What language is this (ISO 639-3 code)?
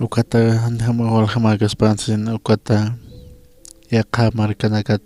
aym